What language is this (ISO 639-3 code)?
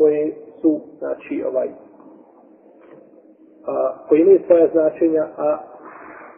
bos